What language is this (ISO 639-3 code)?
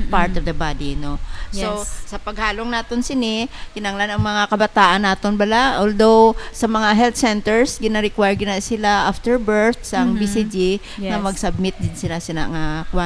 hil